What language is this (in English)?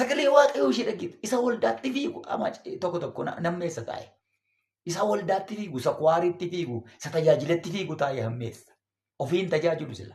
Oromo